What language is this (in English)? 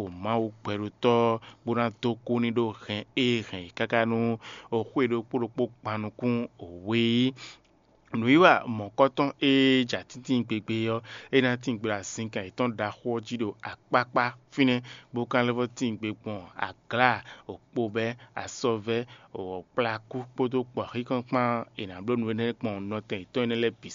Fon